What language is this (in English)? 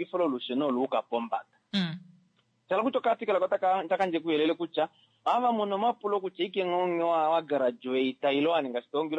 Kuanyama